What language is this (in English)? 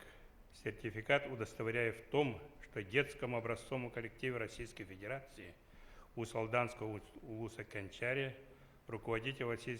Yakut